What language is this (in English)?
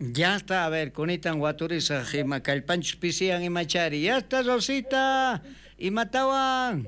South Bolivian Quechua